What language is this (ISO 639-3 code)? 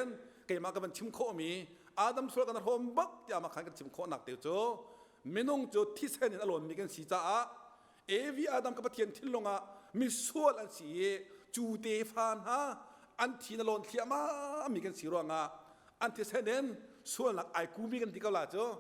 cnh